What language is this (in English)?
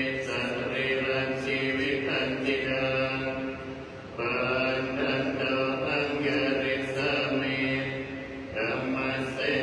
Pali